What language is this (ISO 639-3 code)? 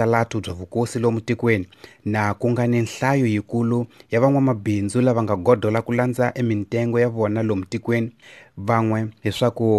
tso